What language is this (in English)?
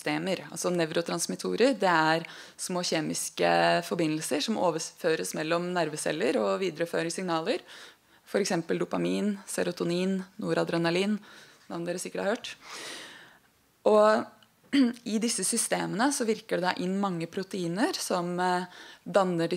Norwegian